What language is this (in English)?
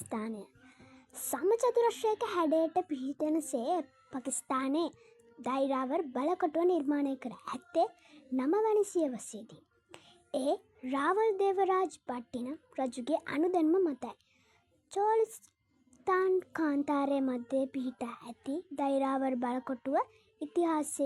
Sinhala